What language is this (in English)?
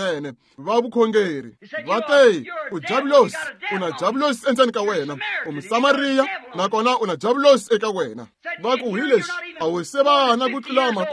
Tsonga